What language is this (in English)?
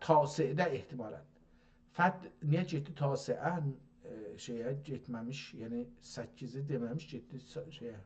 South Azerbaijani